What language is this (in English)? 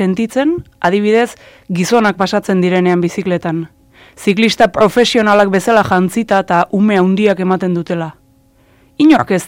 Basque